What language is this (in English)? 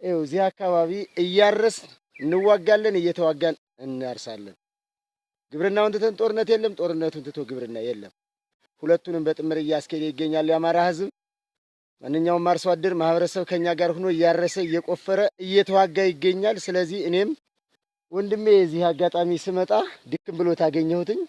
Amharic